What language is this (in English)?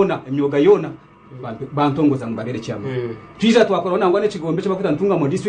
Nyankole